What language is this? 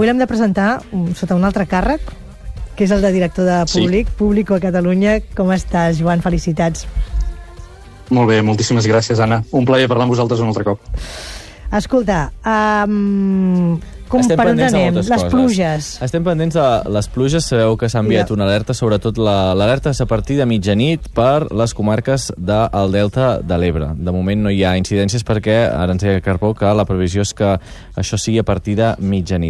Catalan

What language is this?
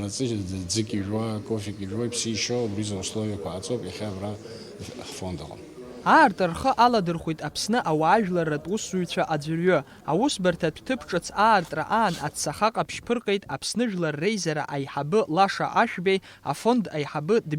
Abkhazian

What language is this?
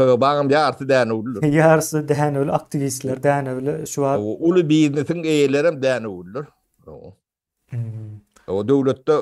Turkmen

